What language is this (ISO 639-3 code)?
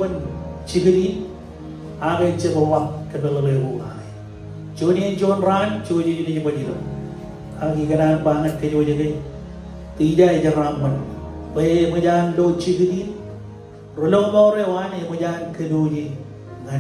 mah